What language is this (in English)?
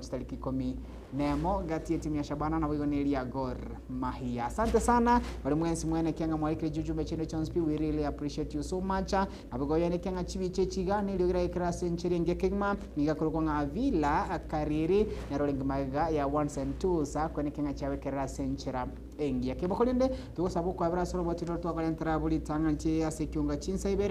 Gusii